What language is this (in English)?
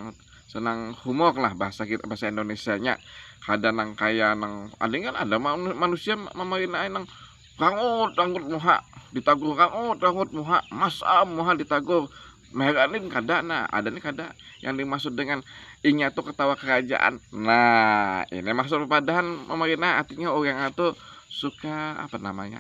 Banjar